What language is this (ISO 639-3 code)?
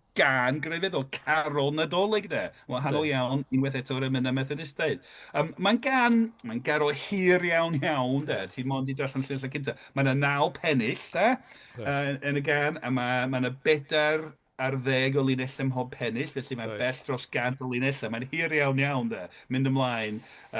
cym